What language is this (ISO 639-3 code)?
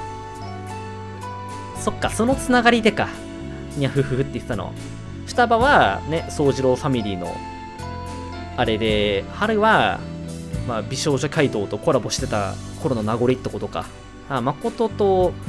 jpn